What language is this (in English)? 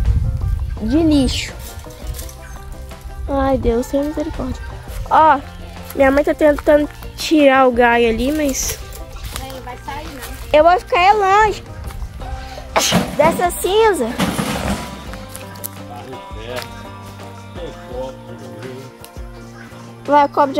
Portuguese